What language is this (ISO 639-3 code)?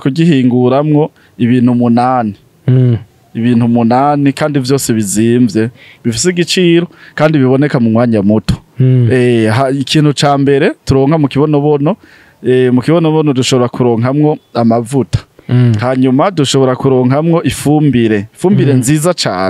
run